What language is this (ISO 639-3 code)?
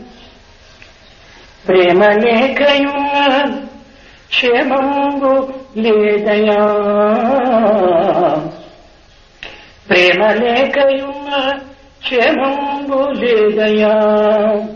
tel